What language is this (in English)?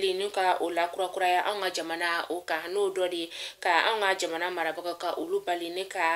Bambara